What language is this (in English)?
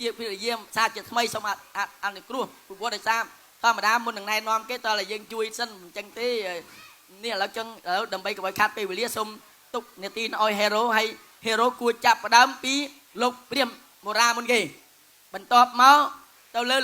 Khmer